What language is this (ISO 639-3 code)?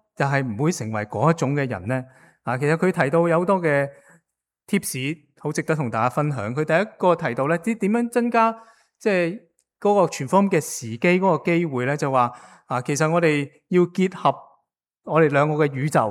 yue